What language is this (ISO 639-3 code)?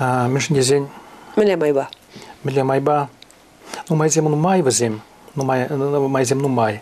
chv